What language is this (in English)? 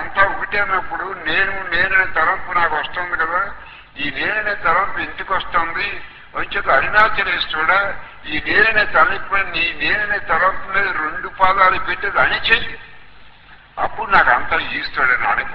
Telugu